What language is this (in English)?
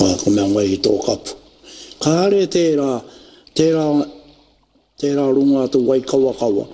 Māori